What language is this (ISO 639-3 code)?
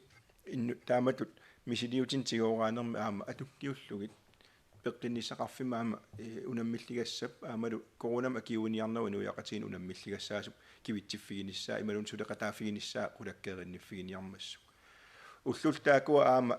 kal